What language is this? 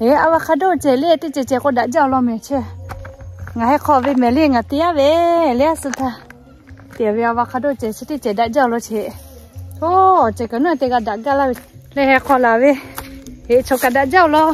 Lahu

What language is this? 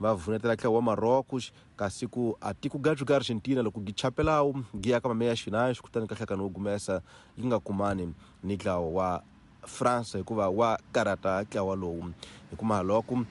Tsonga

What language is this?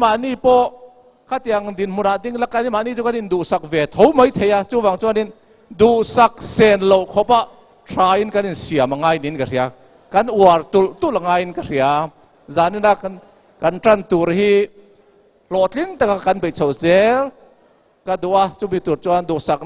Mizo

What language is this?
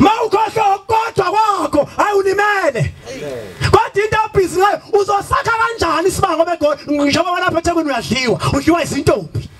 Zulu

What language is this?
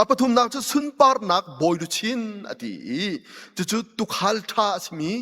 Hakha Chin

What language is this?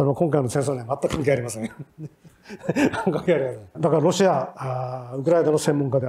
Japanese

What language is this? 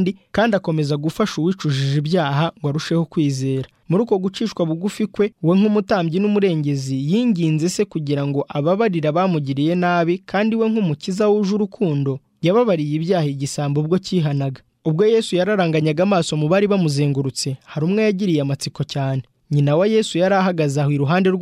Kinyarwanda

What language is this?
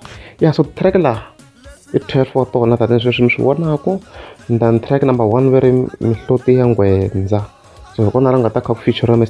Tsonga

